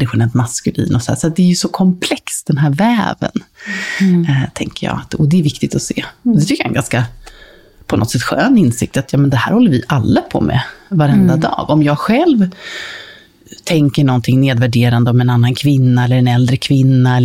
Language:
Swedish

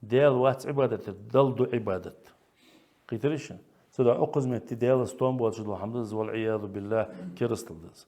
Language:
Ingush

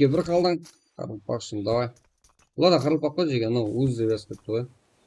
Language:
Kara-Kalpak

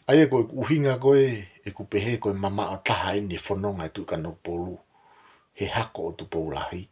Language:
Tongan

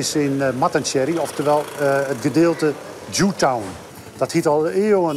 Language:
Western Frisian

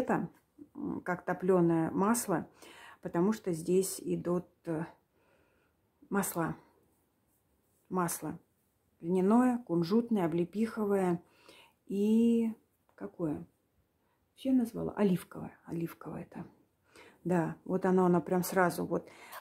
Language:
Russian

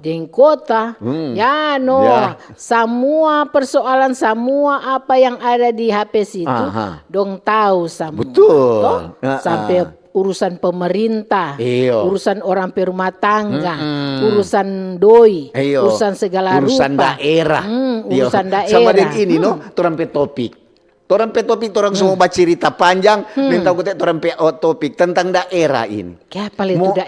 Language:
Manado Malay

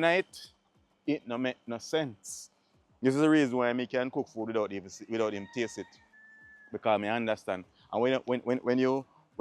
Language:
Jamaican Creole English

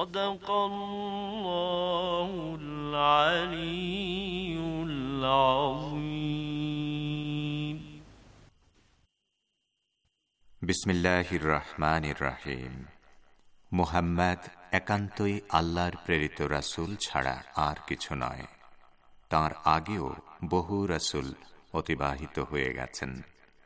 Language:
Bangla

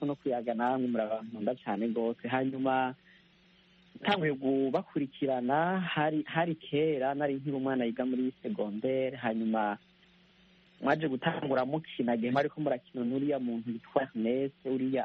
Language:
Kinyarwanda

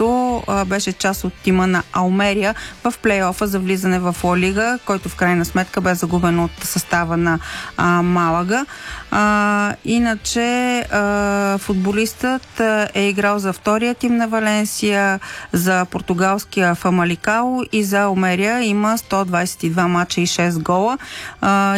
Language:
Bulgarian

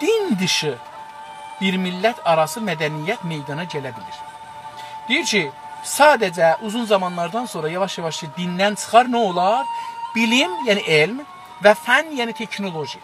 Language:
South Azerbaijani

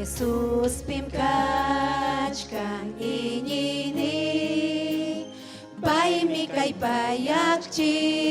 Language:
Ayacucho Quechua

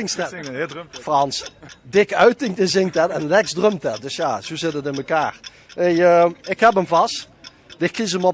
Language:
Limburgish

